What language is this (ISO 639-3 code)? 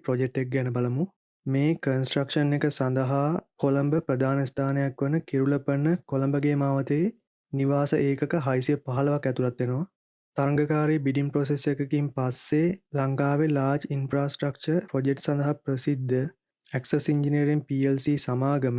sin